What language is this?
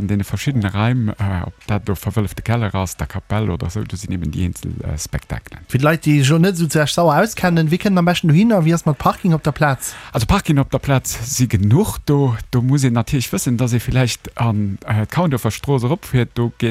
Luxembourgish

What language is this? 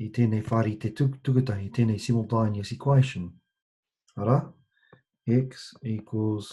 Māori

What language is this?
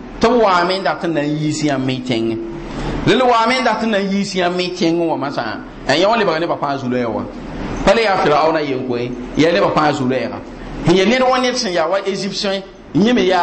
Mossi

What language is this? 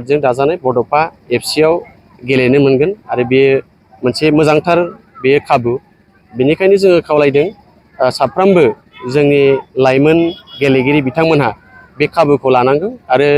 Bodo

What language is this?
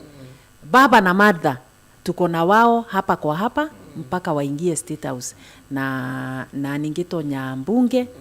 Meru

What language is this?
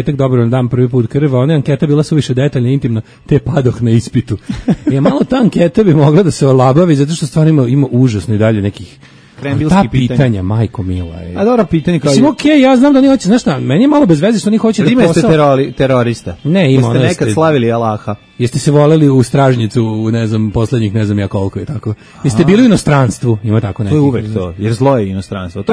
Serbian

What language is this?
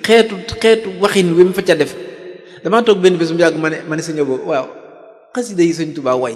Wolof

